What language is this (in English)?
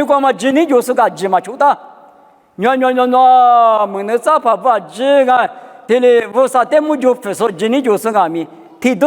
Lisu